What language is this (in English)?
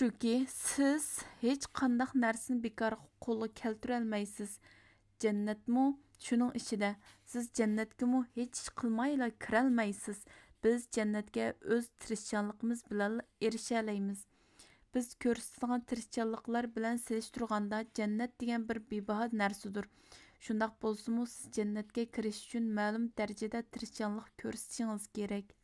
Uyghur